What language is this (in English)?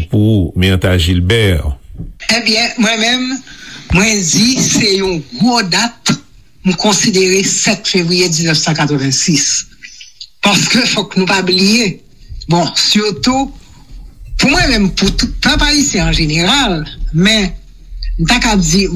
Haitian Creole